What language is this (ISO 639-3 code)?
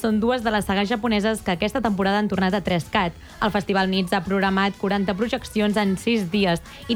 cat